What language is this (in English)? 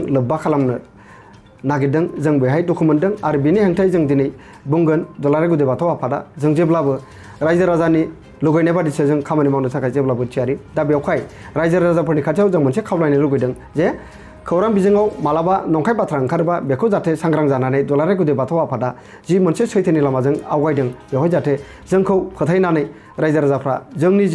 Bodo